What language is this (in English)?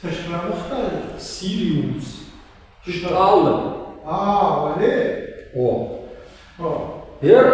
Ossetic